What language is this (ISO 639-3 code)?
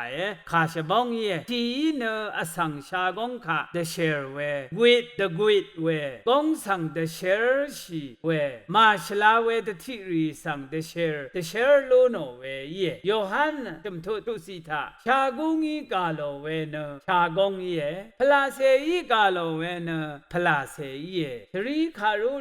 raw